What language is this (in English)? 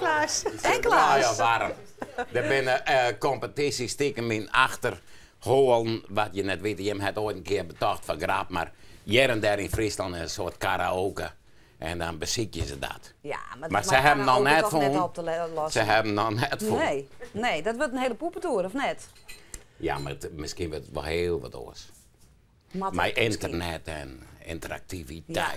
Western Frisian